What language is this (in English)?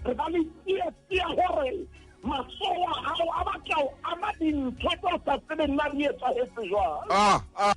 Southern Sotho